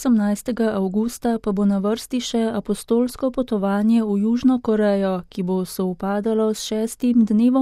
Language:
Slovenian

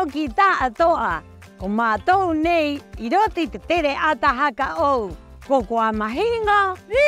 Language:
Rapanui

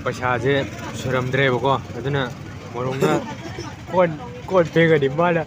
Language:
Manipuri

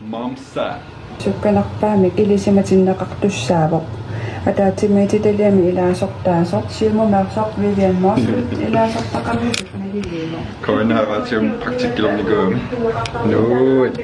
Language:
Kalaallisut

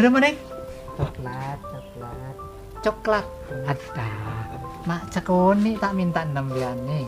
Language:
Madurese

